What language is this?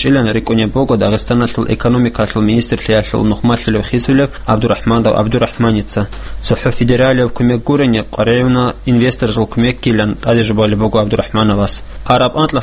Avaric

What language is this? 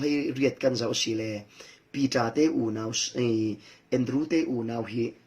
Falam Chin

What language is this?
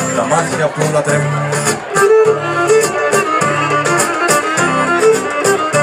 Greek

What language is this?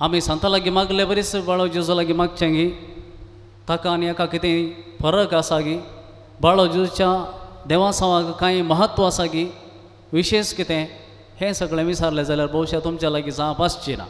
Konkani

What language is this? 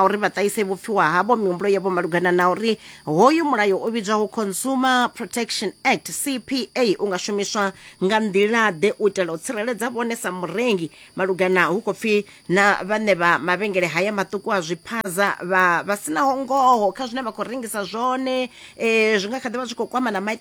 Venda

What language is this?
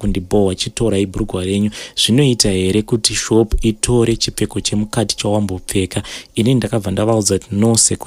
Shona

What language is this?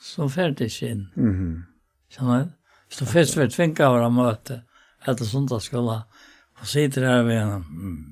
Faroese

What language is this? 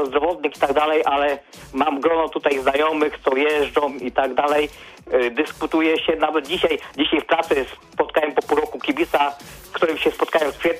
Polish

